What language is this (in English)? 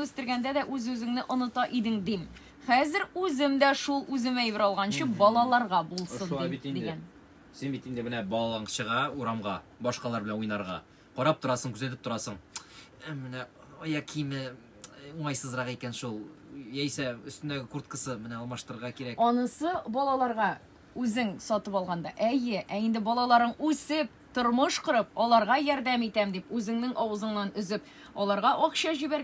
Tatar